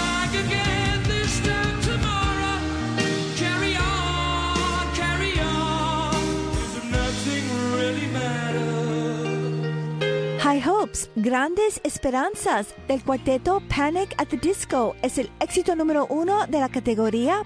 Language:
Spanish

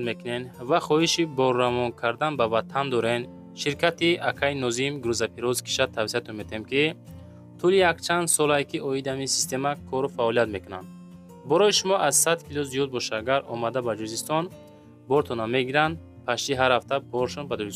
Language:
Tajik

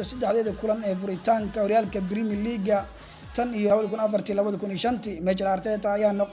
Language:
Somali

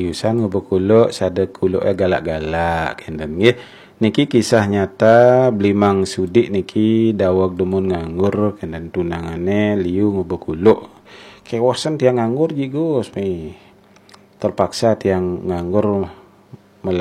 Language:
Balinese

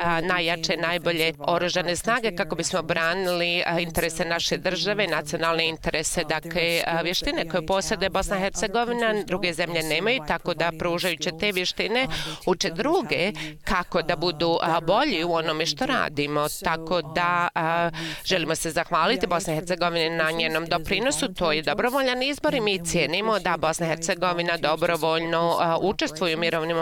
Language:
Bosnian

